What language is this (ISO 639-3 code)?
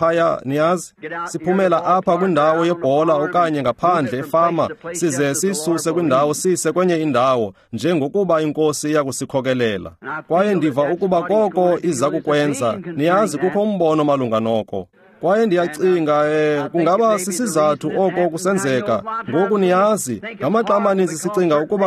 xho